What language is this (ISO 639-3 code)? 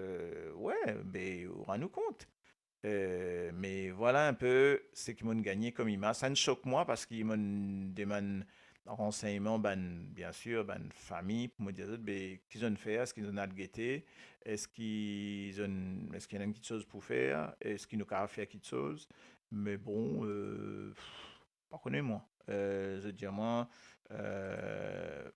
mfe